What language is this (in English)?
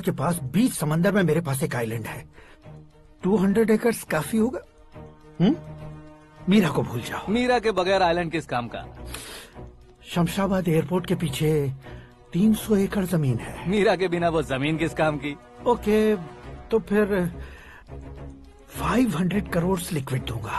Hindi